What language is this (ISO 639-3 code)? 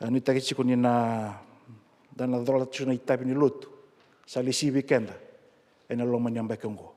fij